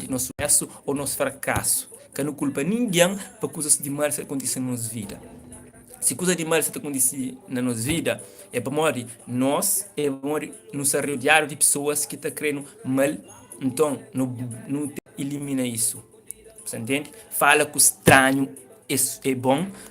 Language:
Kabuverdianu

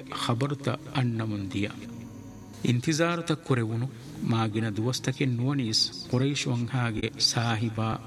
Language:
Divehi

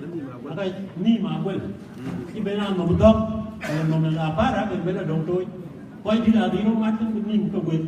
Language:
Dinka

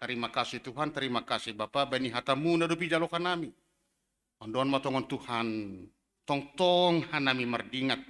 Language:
Batak Simalungun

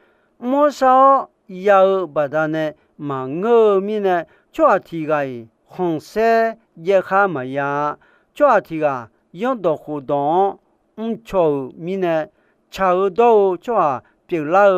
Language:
Akha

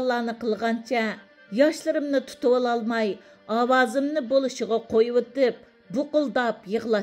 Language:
Uyghur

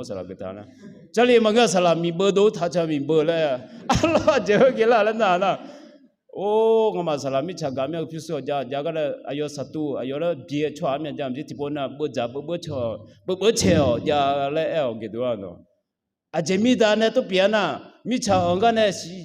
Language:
Akha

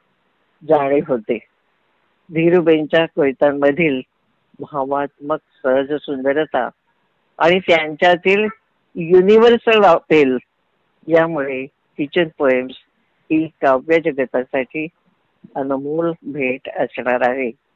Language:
Marathi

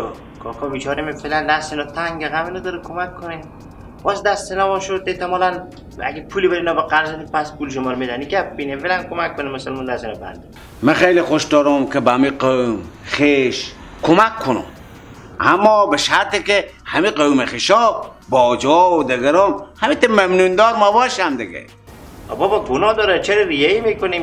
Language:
Persian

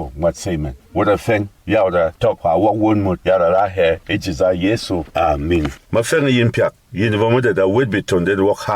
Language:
Berom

